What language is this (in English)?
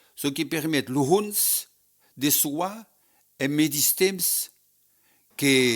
Occitan